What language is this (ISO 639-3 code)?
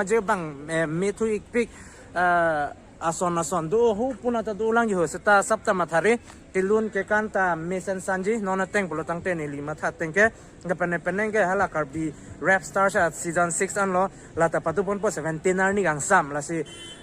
mjw